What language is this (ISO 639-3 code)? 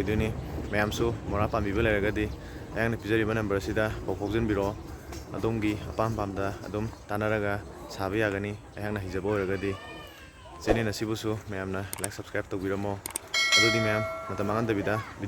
mni